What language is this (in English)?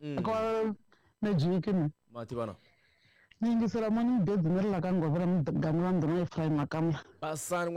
Tsonga